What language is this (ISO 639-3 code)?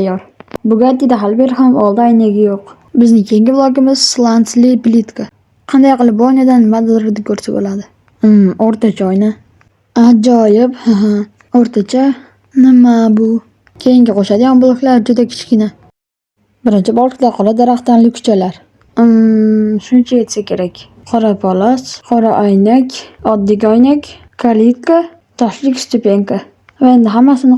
uzb